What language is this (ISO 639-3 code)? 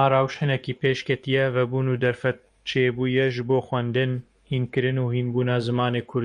kur